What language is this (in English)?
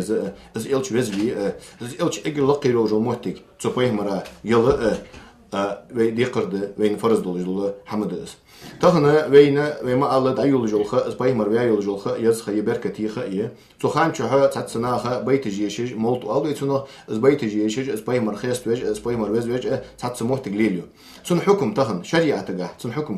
Ingush